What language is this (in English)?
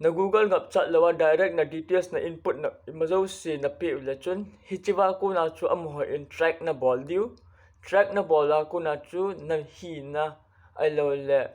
Thado Chin